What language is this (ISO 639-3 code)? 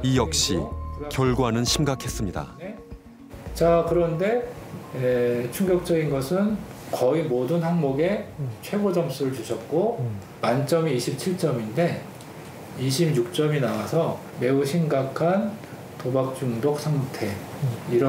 kor